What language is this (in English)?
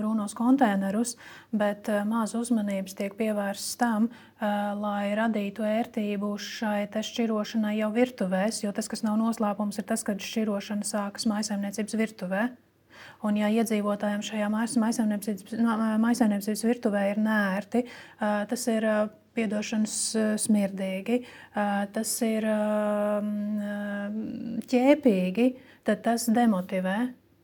Latvian